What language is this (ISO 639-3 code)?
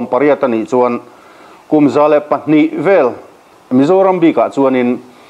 lus